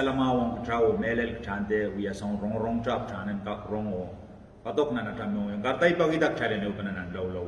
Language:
Pohnpeian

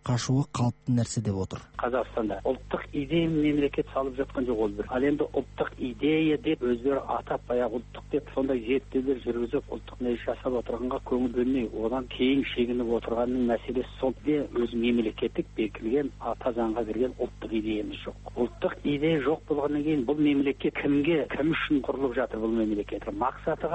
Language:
Kazakh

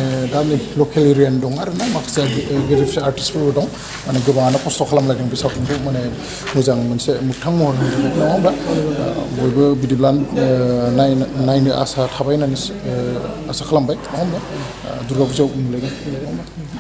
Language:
Bodo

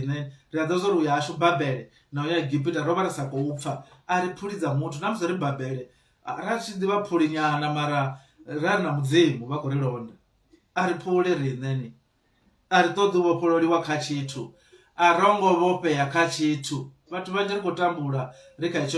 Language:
Venda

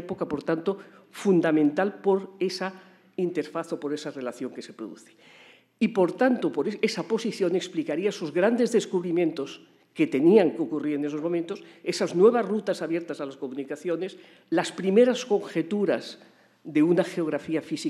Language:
Spanish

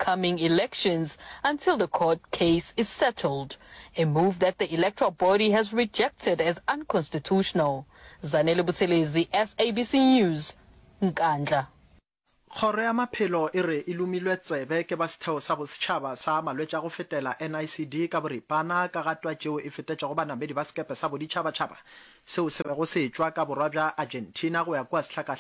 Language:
Northern Sotho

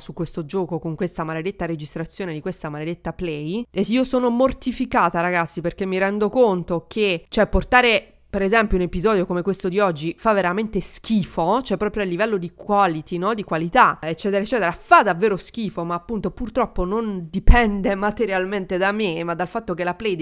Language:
Italian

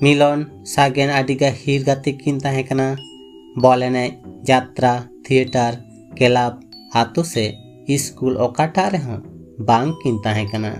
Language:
Santali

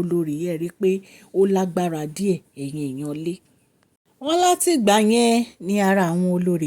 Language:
Yoruba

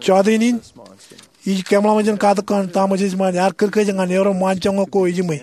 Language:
Marshallese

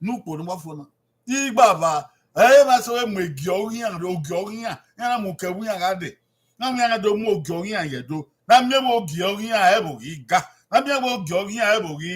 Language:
Bini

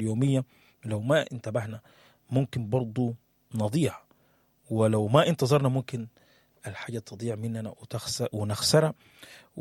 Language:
Sudanese Arabic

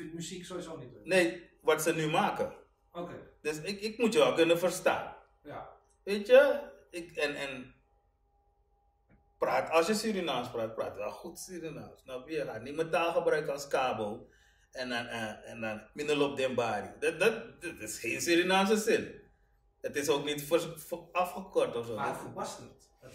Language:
Dutch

